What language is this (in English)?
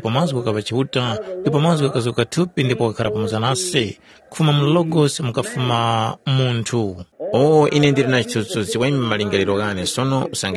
Tumbuka